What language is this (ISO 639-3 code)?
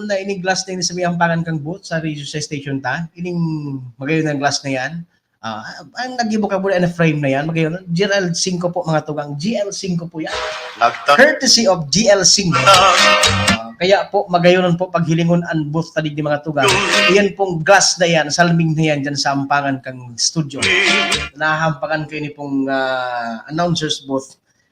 bik